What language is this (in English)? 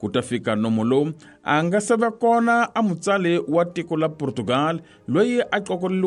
Tsonga